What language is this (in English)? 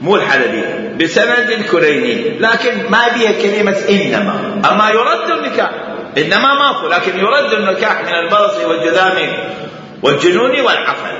Mesopotamian Arabic